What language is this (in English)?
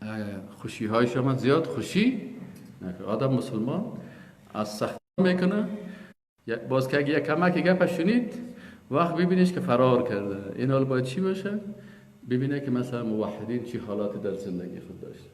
Persian